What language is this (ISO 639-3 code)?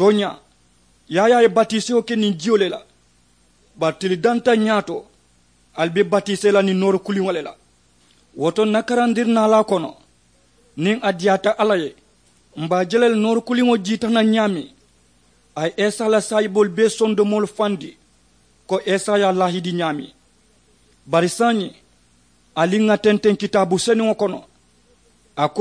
man